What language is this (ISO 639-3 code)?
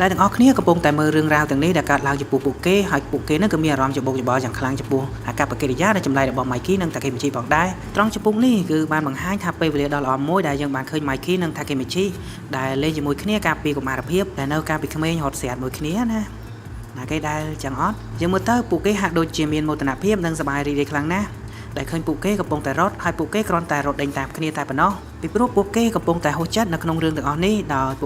khm